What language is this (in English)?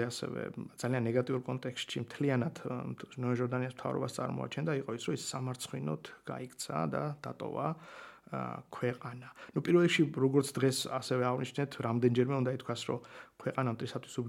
Georgian